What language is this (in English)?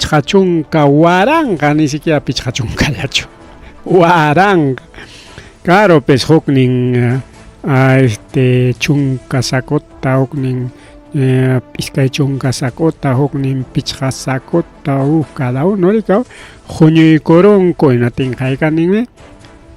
Ayacucho Quechua